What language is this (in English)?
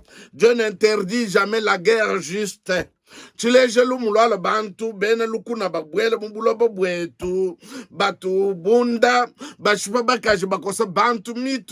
Luba-Lulua